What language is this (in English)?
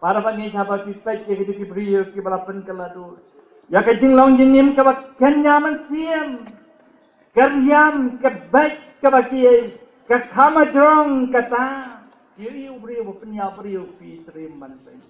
Khasi